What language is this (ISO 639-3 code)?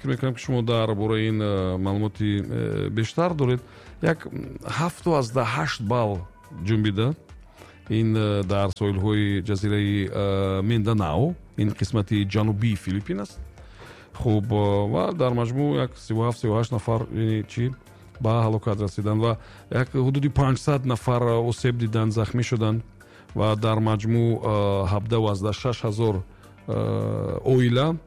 tgk